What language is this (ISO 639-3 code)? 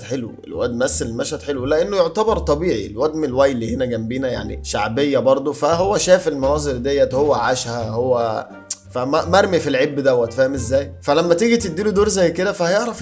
arz